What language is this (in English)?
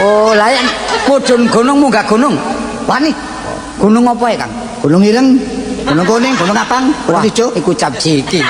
Javanese